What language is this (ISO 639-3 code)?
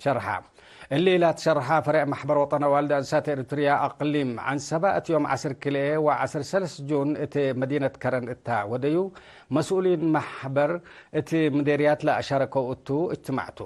tig